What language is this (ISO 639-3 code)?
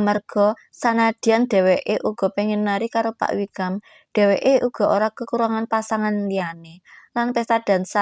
jav